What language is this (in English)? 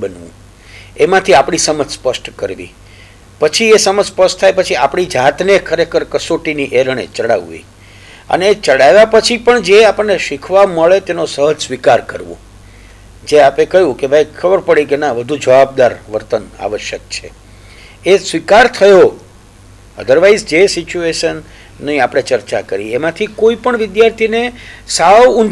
Gujarati